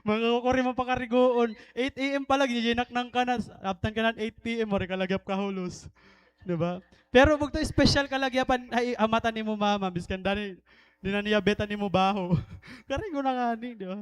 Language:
Waray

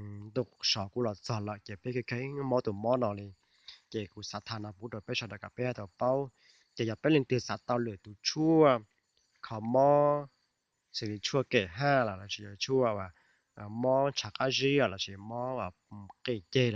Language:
Hmong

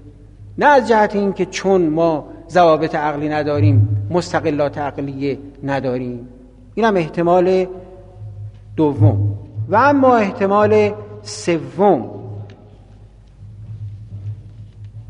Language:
Persian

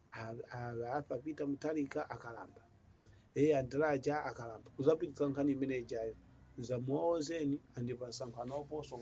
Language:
Nyanja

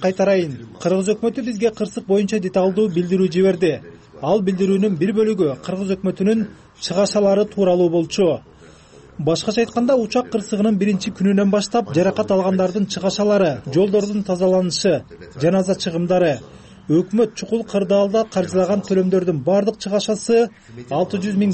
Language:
Kyrgyz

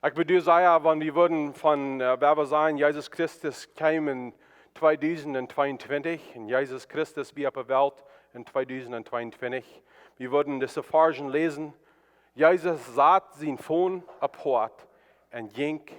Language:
Plautdietsch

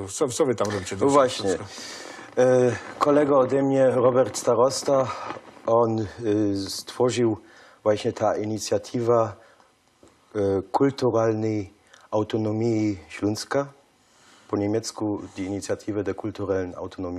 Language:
Silesian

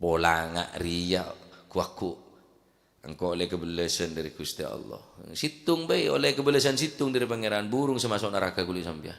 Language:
Madurese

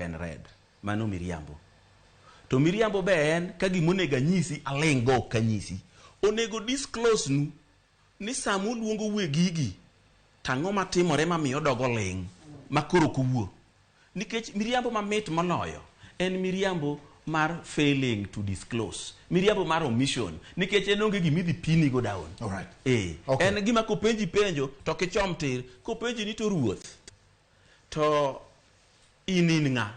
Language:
Luo (Kenya and Tanzania)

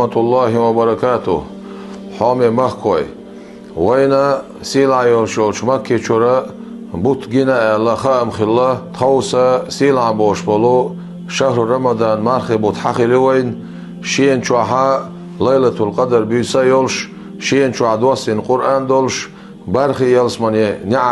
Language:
Chechen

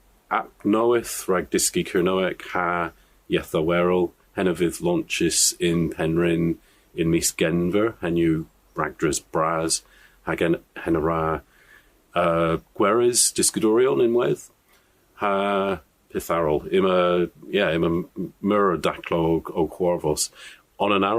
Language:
Cornish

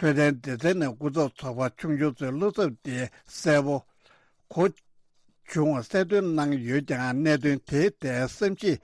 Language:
Tibetan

